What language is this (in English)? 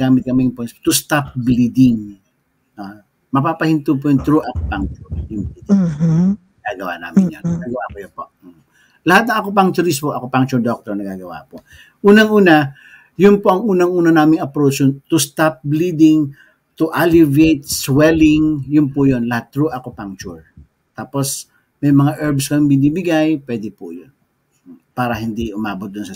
Filipino